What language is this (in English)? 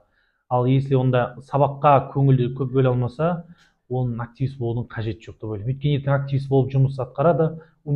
Kazakh